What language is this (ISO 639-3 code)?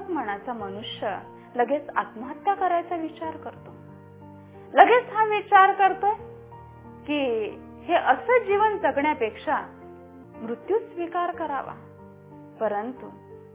mar